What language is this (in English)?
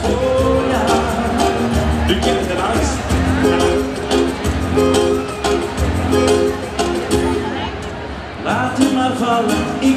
Dutch